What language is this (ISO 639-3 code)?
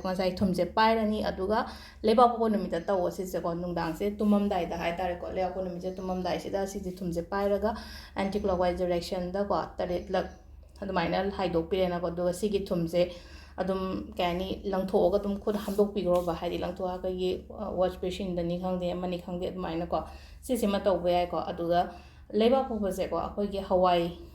mni